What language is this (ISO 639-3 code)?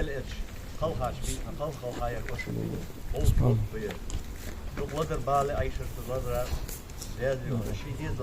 inh